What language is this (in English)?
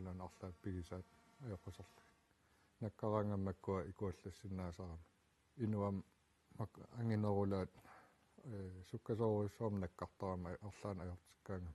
Kalaallisut